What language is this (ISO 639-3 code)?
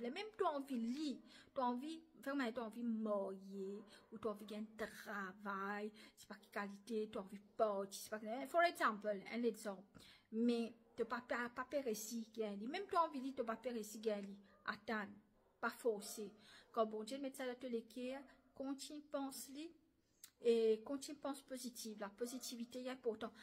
mfe